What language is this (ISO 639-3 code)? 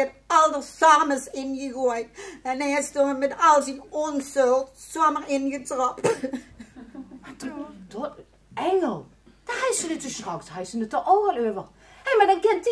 lim